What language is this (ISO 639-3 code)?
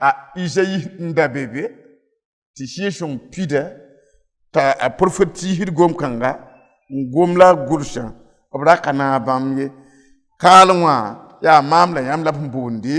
mos